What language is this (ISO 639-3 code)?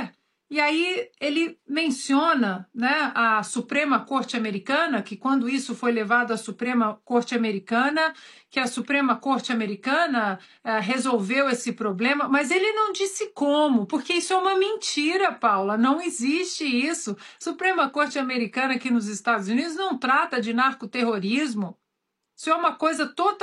por